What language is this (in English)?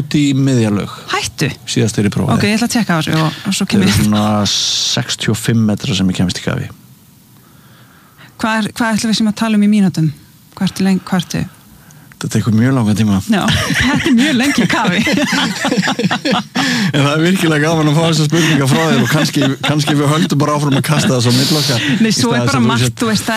Icelandic